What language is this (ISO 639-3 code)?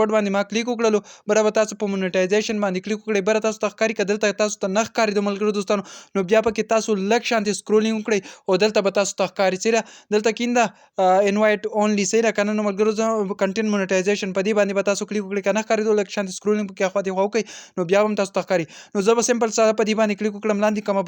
pus